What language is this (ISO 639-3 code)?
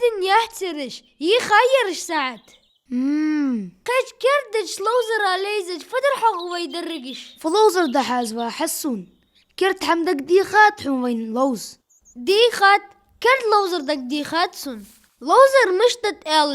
inh